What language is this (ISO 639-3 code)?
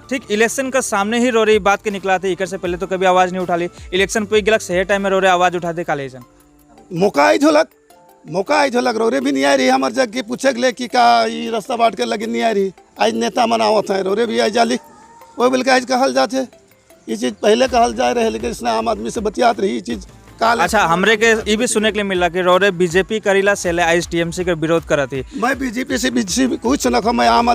sck